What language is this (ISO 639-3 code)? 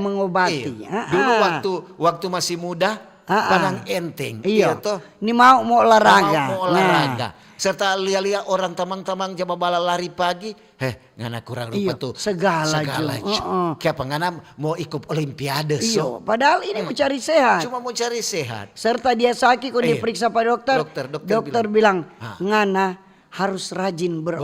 xmm